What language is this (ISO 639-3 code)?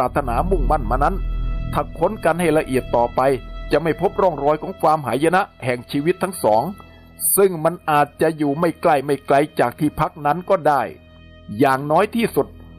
tha